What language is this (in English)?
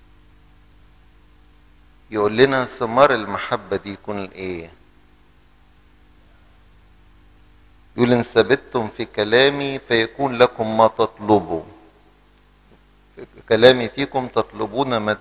Egyptian Arabic